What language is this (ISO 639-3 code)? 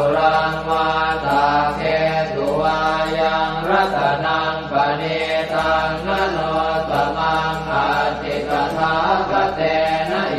pli